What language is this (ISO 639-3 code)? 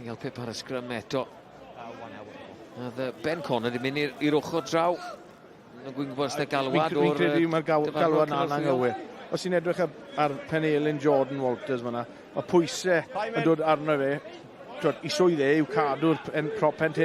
cym